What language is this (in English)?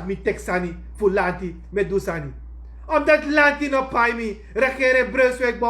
Sranan Tongo